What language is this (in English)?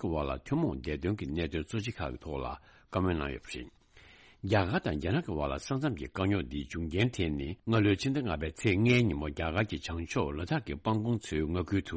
Tibetan